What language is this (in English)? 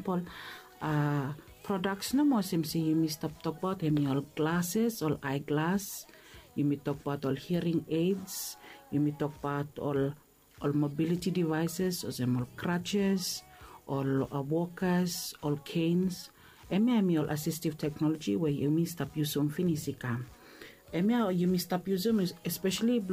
Bislama